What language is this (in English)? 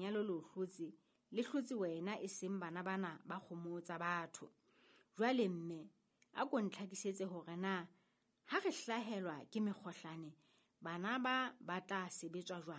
Southern Sotho